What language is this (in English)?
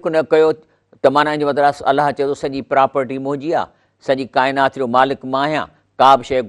Sindhi